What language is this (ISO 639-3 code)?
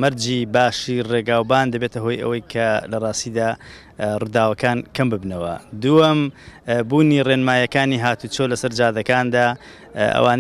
ckb